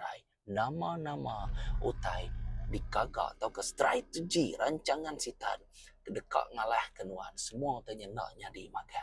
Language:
Iban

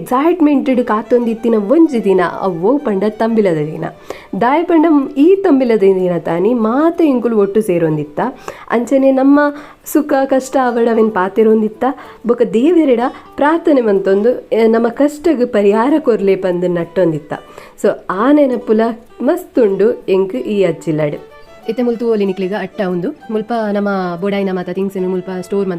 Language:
Tulu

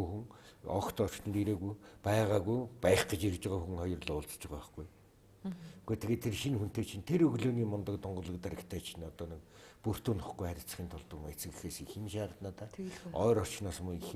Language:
Mongolian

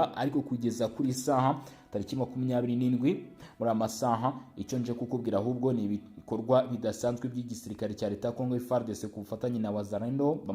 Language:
Kinyarwanda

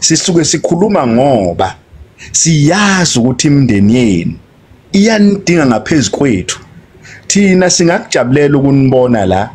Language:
Zulu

